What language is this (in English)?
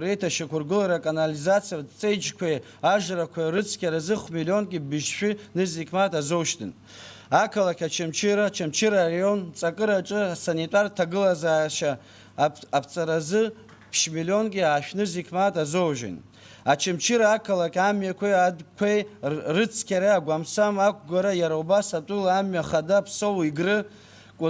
Abkhazian